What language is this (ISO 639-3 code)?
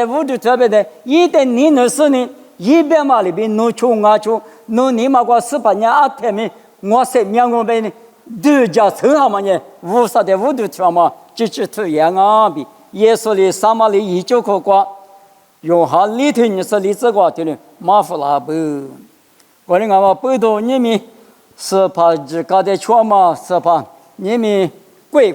lis